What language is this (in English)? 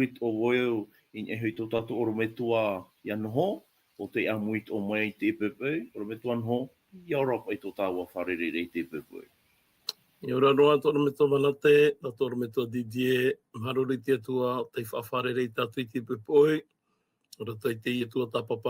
Tahitian